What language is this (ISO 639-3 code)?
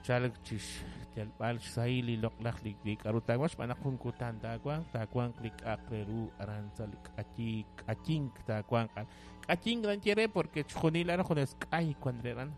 kek